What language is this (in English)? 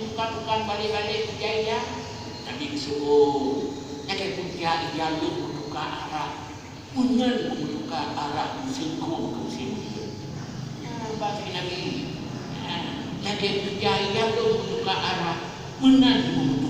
Achinese